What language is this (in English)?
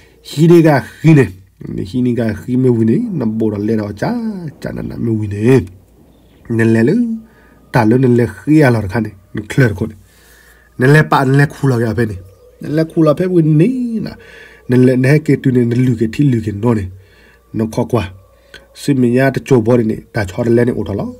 S'gaw Karen